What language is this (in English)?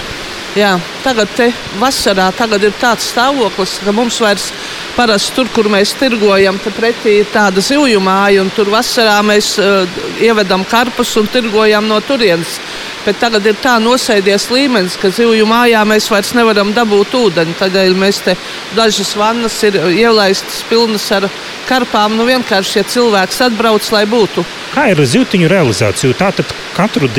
Latvian